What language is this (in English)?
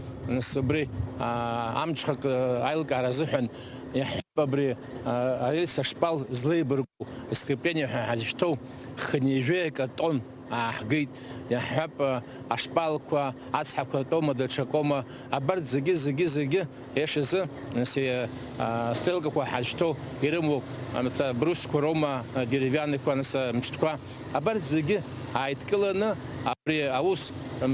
Abkhazian